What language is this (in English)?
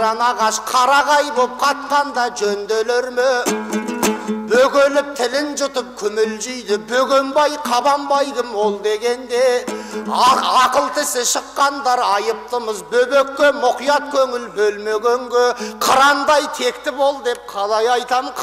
Kazakh